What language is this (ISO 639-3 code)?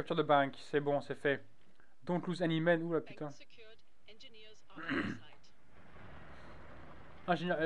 fra